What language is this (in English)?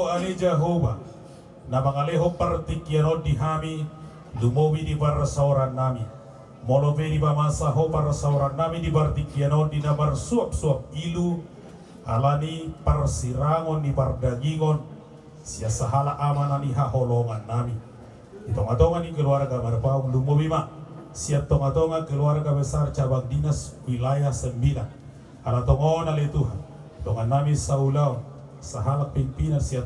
Batak Toba